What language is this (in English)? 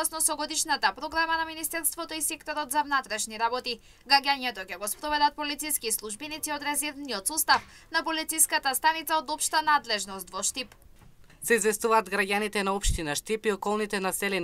Macedonian